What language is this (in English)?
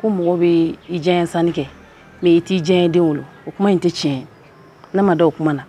Bambara